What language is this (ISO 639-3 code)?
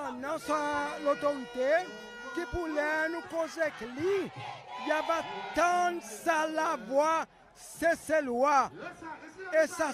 crs